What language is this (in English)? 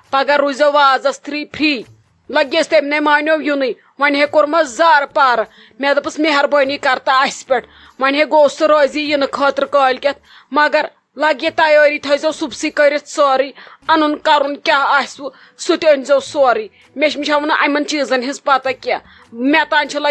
Kashmiri